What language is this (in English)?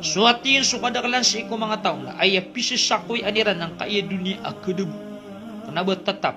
Maranao